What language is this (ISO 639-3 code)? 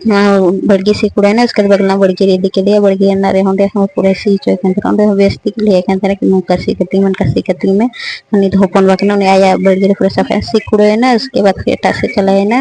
sat